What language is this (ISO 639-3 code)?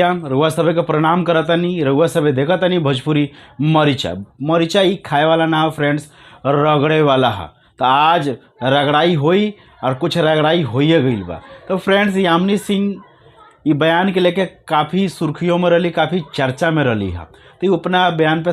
bho